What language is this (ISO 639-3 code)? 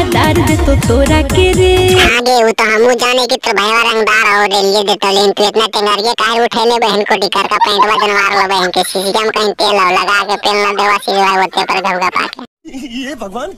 mag